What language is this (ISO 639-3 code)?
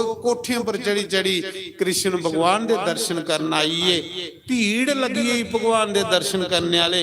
doi